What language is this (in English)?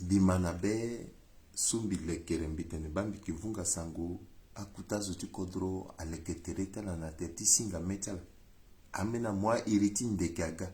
Sango